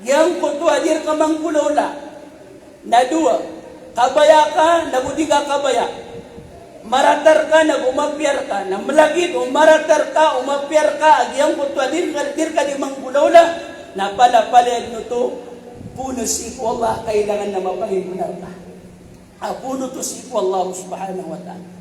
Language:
Maranao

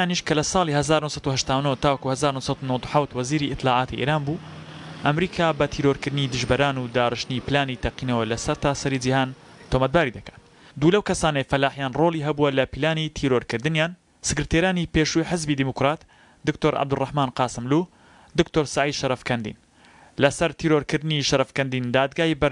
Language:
Central Kurdish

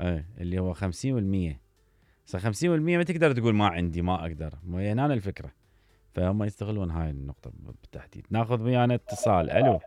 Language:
Mesopotamian Arabic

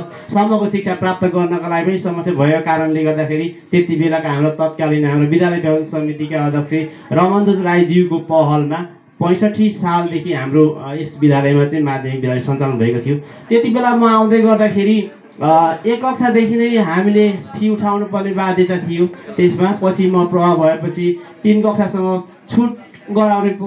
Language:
Nepali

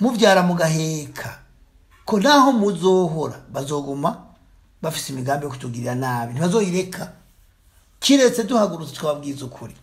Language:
Rundi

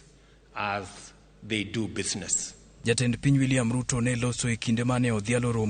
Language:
Luo (Kenya and Tanzania)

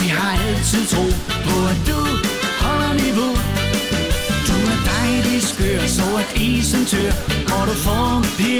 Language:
Danish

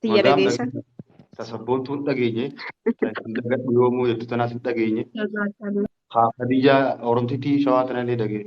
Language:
Oromo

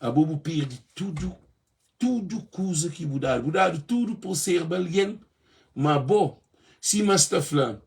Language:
Kabuverdianu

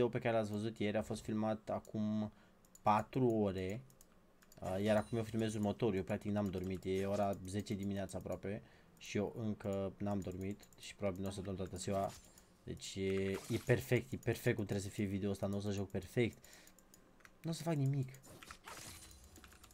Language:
Romanian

